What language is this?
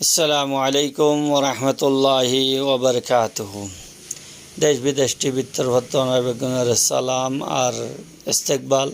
Rohingya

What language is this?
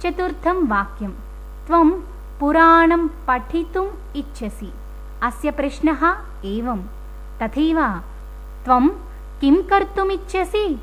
Sanskrit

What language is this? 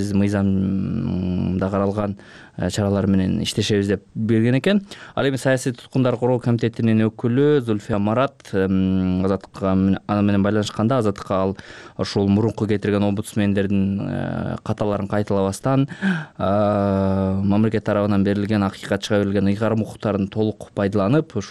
Kyrgyz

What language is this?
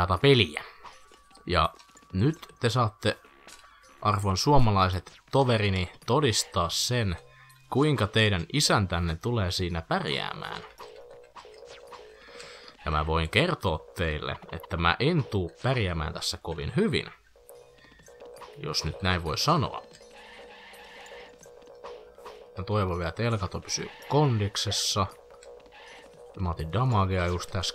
Finnish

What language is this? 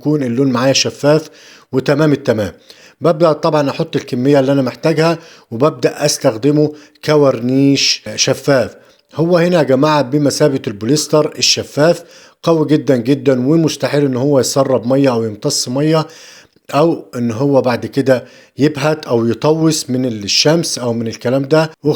Egyptian Arabic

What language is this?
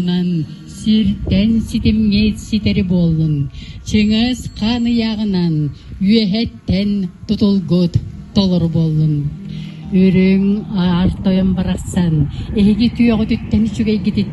Yakut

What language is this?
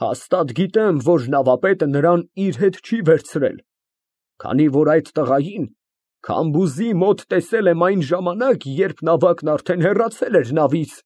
Armenian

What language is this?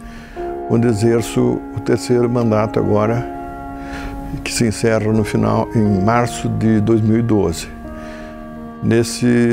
Portuguese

